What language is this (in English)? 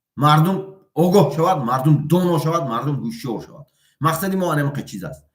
Tajik